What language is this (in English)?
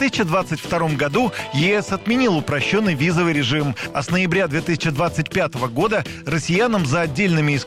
Russian